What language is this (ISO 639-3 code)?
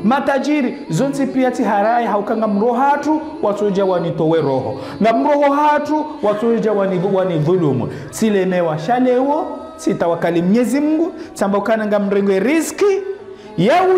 zdj